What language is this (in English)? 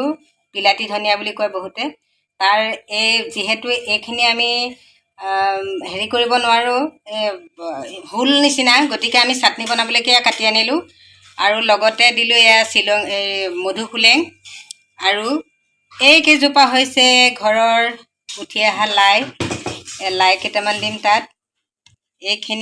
Assamese